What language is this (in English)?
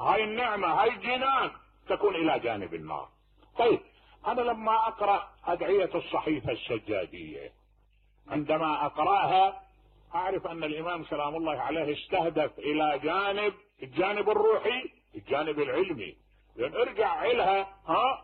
Mesopotamian Arabic